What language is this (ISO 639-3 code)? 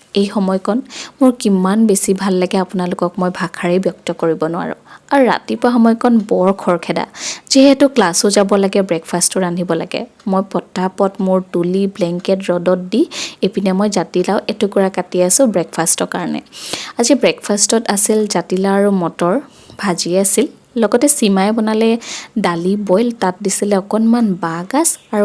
asm